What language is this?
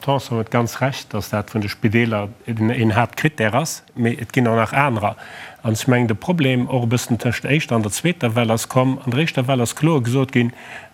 Luxembourgish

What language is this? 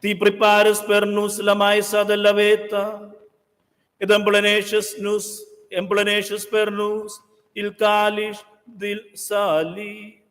Romansh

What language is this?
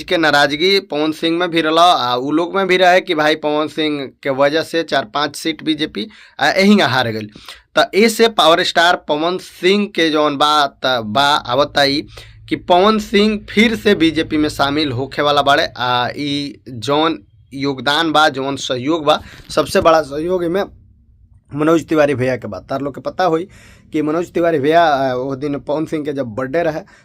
Bhojpuri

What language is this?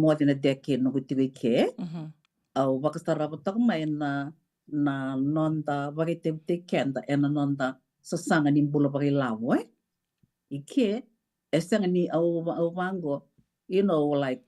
Fijian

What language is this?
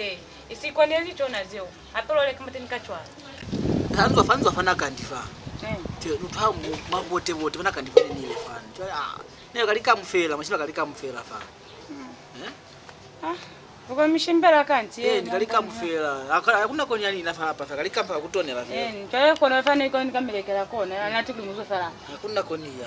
Lozi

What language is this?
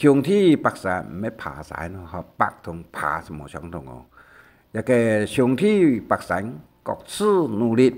Hakka Chinese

